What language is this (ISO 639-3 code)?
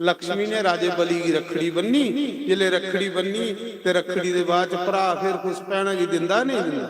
doi